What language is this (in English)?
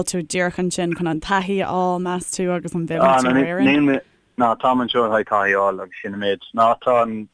Irish